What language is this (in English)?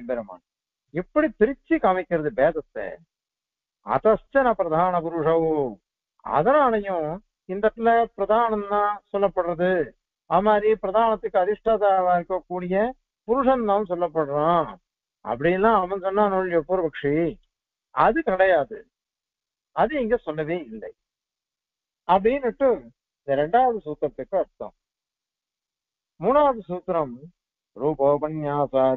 Tamil